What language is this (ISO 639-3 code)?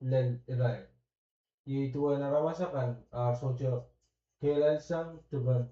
pon